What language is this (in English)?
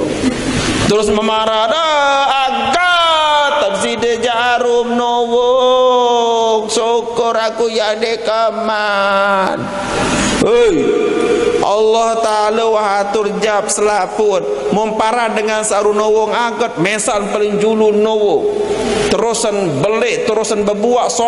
Sasak